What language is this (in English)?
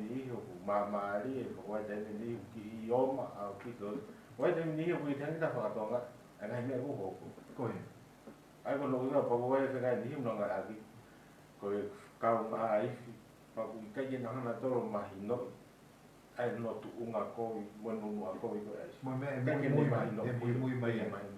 Tongan